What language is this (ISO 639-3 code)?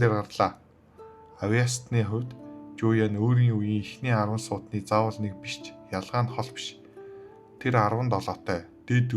mon